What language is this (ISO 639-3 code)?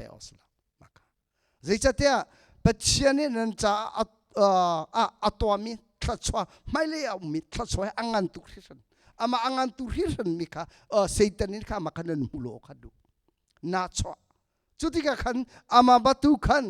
cnh